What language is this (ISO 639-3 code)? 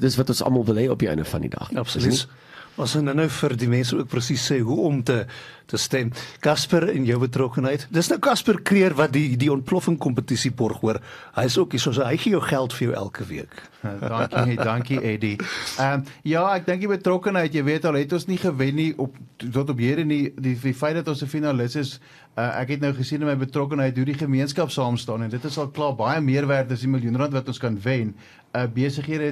afr